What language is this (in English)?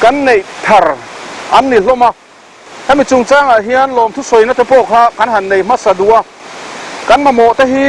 Mizo